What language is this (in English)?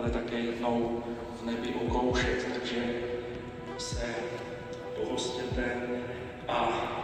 Czech